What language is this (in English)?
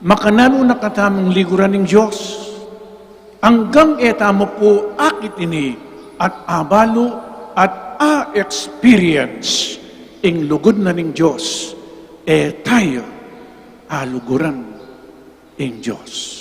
Pampanga